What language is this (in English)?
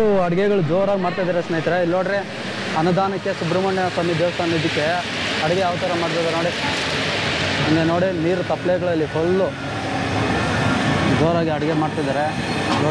Kannada